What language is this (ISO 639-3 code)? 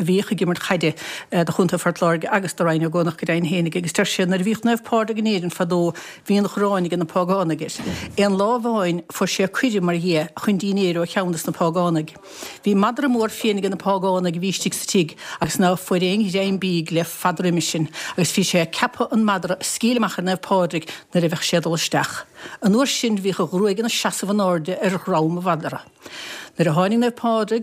gle